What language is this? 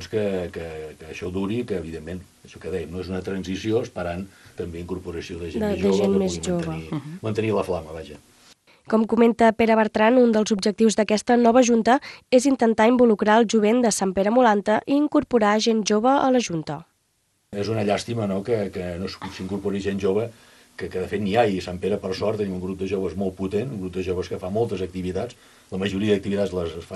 Catalan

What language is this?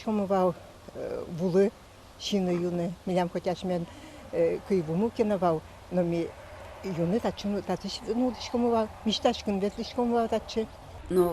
Udmurt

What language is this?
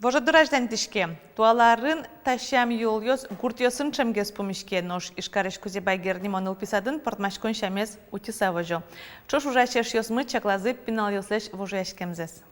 Udmurt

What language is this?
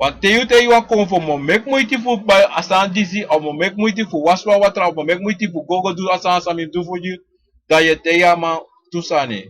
Sranan Tongo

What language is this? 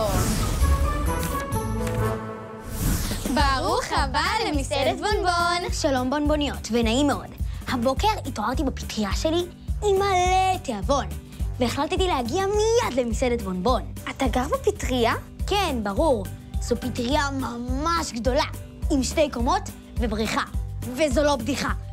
Hebrew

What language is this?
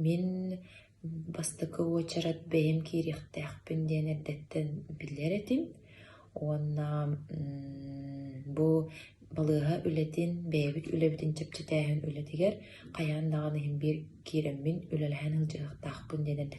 Yakut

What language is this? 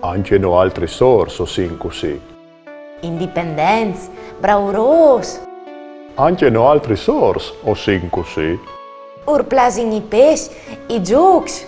Friulian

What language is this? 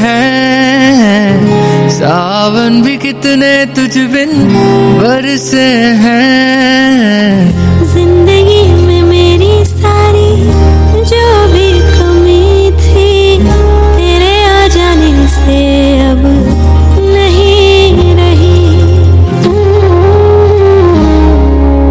Hindi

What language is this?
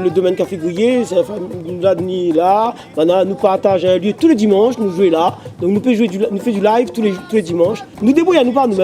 Réunion Creole French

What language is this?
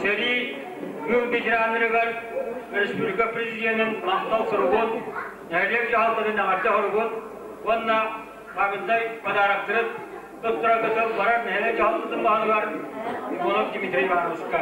Yakut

